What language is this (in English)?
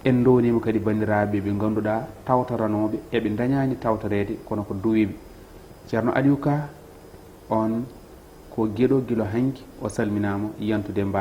Fula